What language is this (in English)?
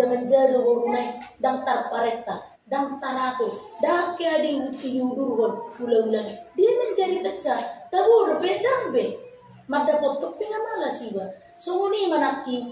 Batak Toba